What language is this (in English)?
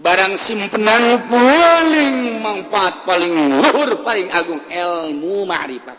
Sundanese